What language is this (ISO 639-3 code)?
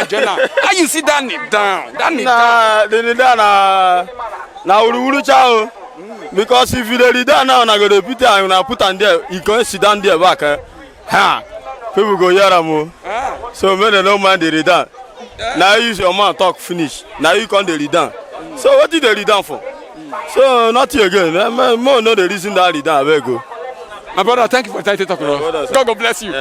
pcm